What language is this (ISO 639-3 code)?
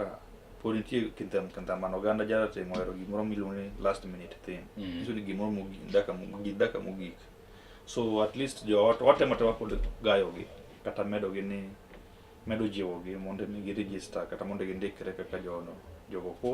luo